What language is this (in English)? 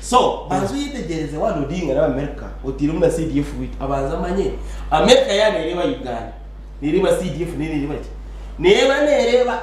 Nyankole